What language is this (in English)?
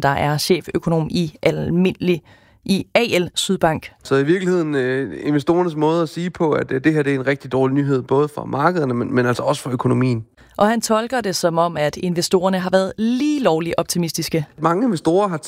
Danish